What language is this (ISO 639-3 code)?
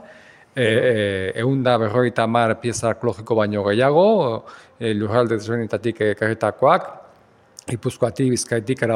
eus